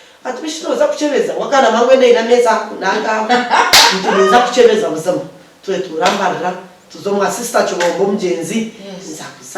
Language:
Nyankole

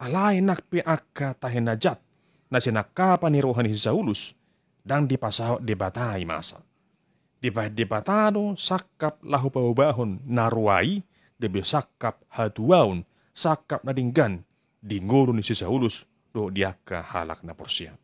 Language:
Batak Toba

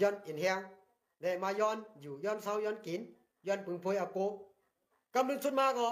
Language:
Shan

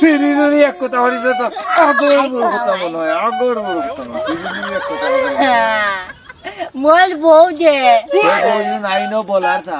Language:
Sylheti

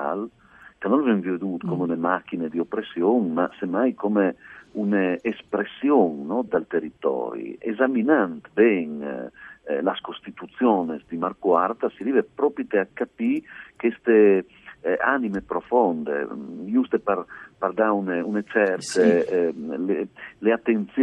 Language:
Friulian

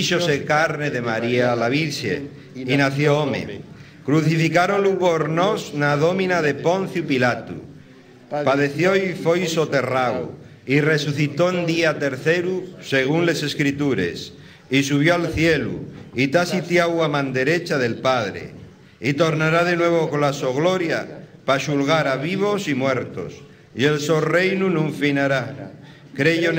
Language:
Asturian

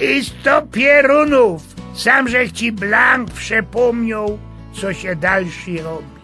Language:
Silesian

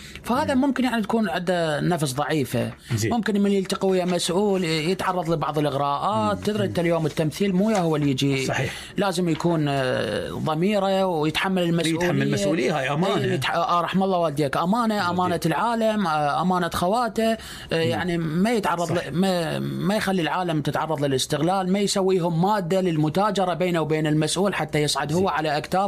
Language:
Mesopotamian Arabic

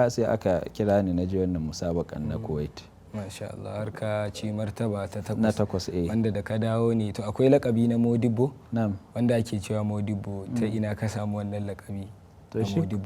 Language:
Hausa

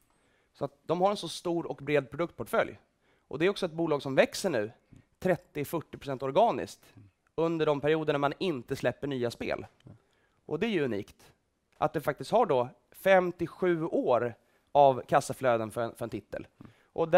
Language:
Swedish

